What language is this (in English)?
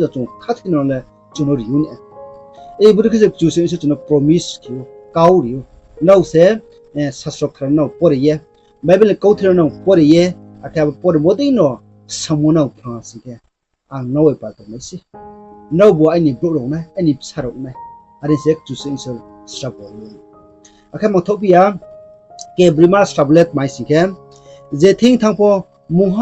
Riang (India)